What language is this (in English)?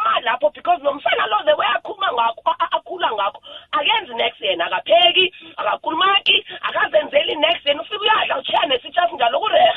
South Ndebele